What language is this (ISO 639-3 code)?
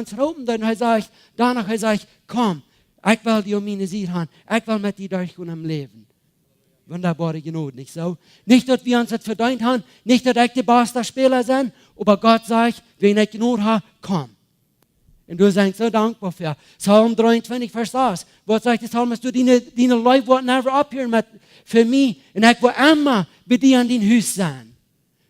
pdt